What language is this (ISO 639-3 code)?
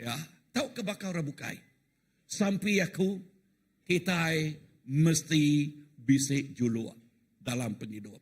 iba